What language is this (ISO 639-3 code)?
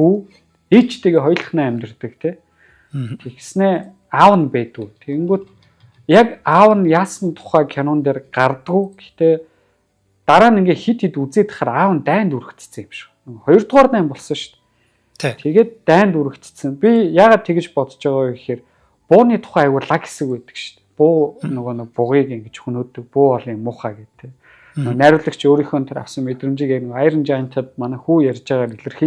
mon